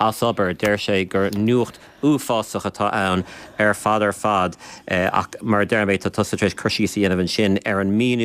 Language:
Irish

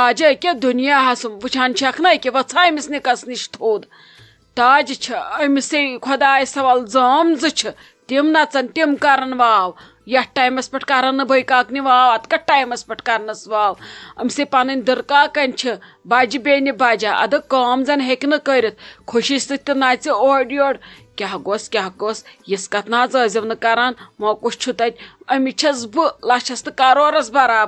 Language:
Kashmiri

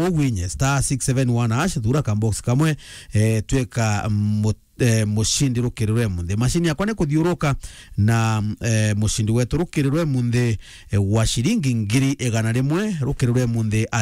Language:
Meru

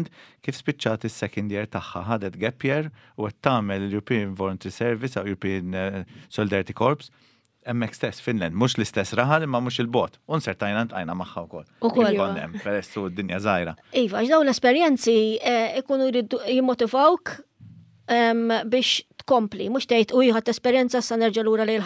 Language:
Maltese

